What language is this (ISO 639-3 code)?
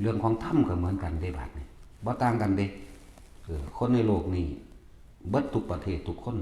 tts